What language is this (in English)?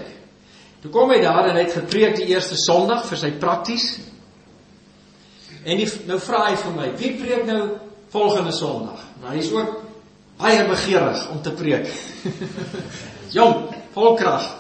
Afrikaans